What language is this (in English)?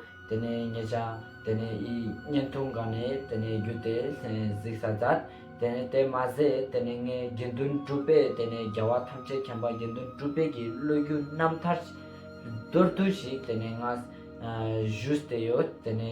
Ladakhi